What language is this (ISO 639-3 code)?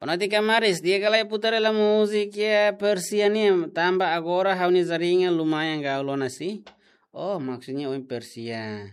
tet